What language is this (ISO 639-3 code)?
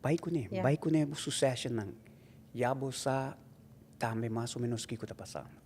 pap